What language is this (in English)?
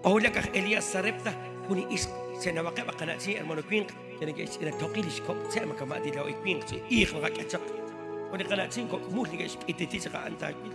Kekchí